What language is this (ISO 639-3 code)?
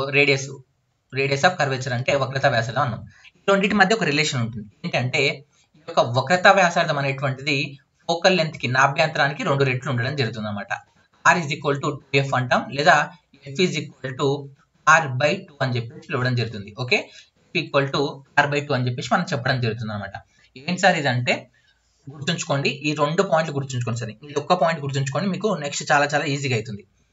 tel